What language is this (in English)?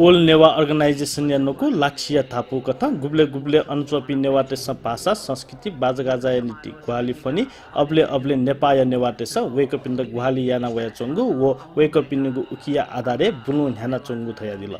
Newari